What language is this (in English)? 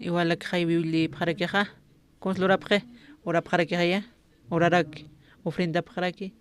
Aymara